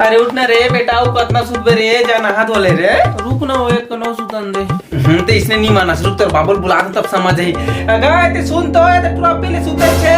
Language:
Chhattisgarhi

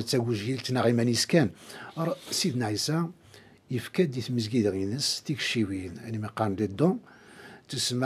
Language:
Kabyle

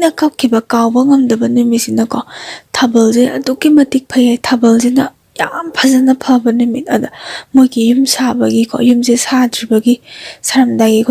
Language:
Manipuri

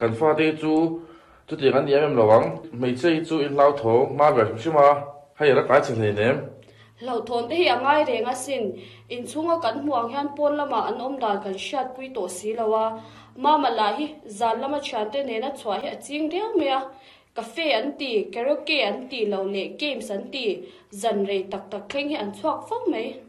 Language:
Mizo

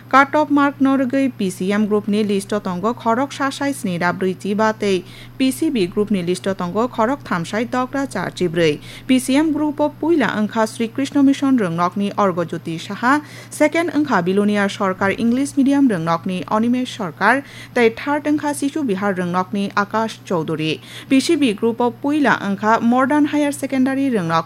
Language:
Kok Borok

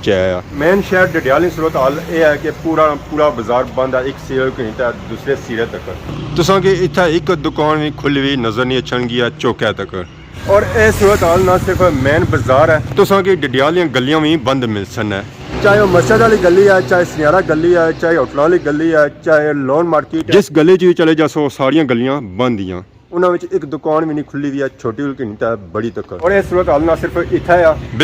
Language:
Pahari-Potwari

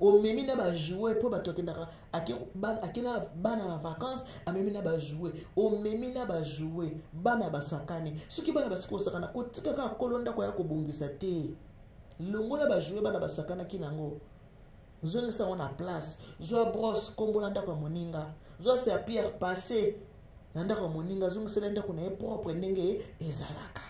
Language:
Lingala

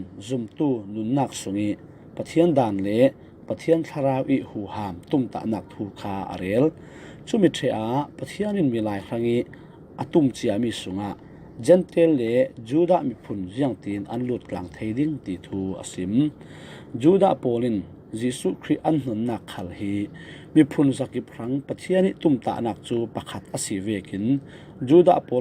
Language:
Falam Chin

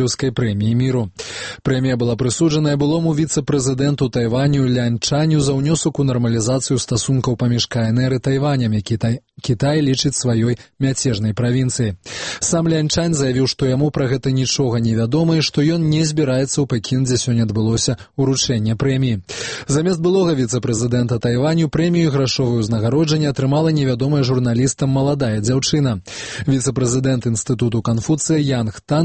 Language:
Belarusian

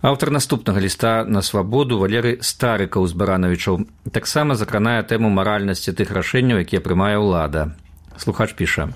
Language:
Belarusian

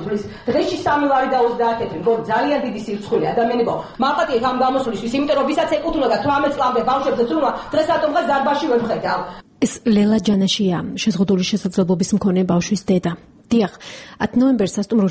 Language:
Georgian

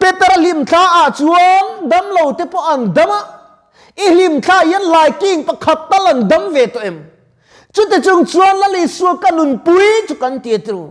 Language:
Mizo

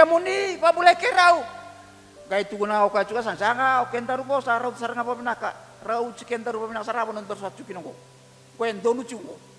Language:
Fijian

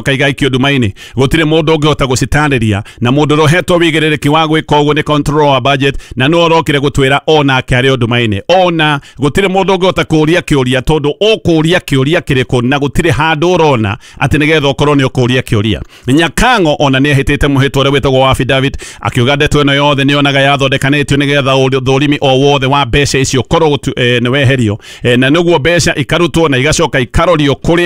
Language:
Kikuyu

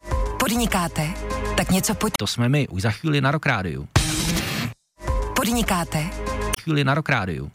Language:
Czech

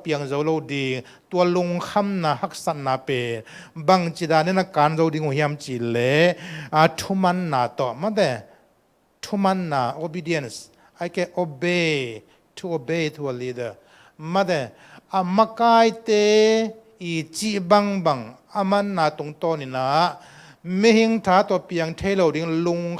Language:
Tedim Chin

